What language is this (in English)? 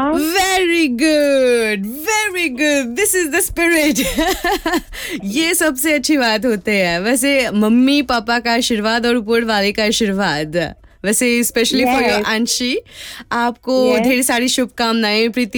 Hindi